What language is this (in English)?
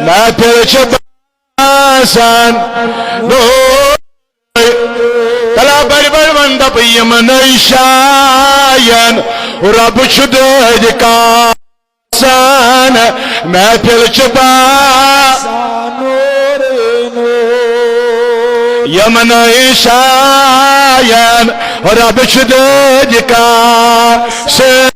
Kashmiri